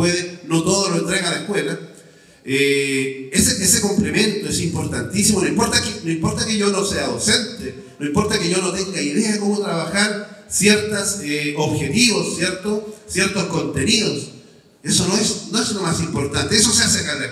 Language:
Spanish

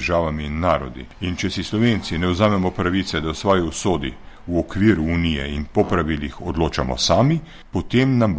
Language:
Slovenian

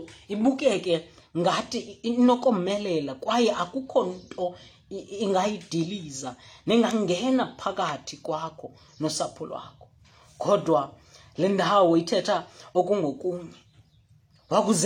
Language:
Xhosa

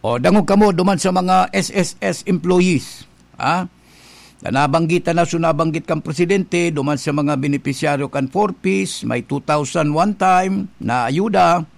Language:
Bikol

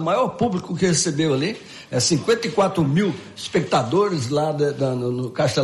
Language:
Portuguese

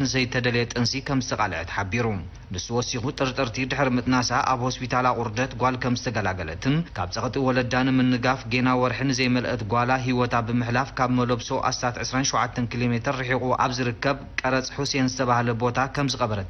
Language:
Tigrinya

